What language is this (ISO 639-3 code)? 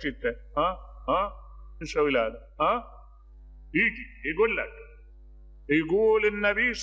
acm